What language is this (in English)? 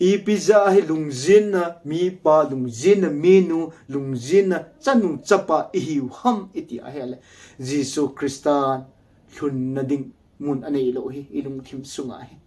Thado Chin